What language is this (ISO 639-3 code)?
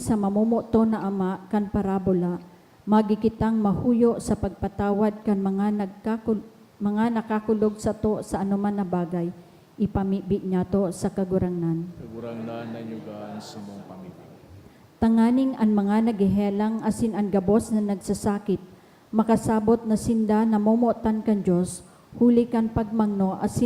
bik